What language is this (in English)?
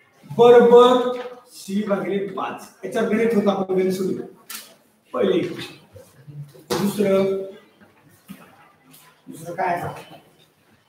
Marathi